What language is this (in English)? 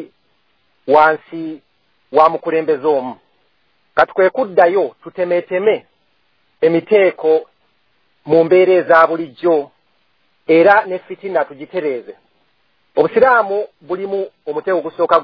Ganda